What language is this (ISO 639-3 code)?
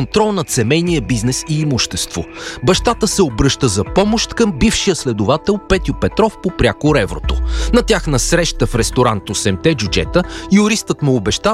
bul